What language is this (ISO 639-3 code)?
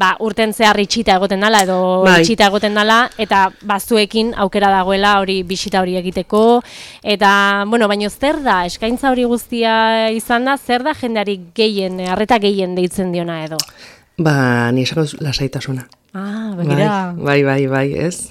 eus